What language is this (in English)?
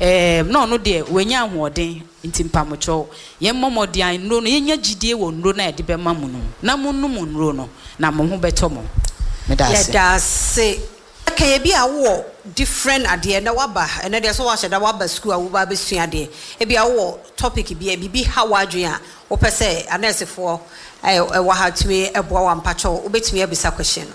Akan